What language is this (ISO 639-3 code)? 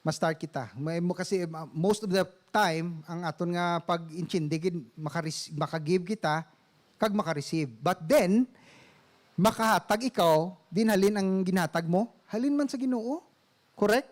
hil